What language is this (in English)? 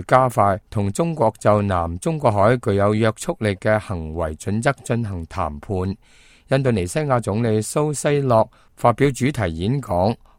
Cantonese